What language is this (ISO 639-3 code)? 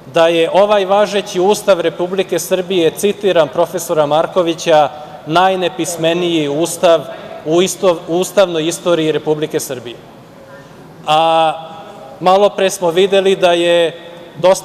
srp